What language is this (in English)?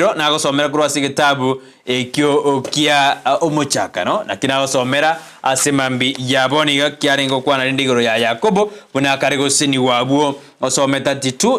Gusii